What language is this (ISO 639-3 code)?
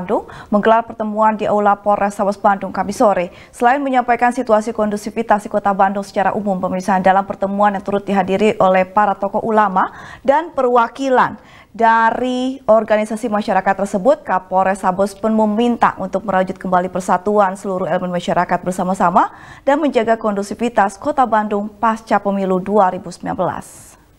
ind